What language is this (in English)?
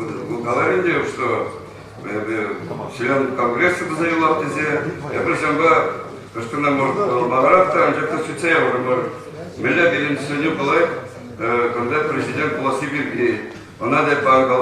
Chuvash